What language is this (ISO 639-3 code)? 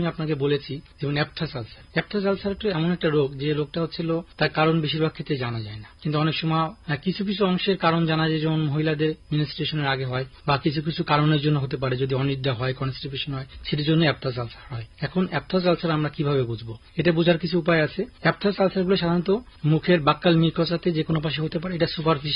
ben